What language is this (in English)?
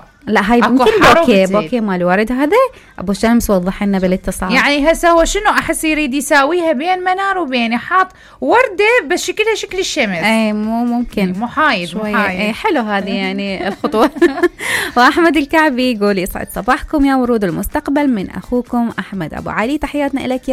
Mesopotamian Arabic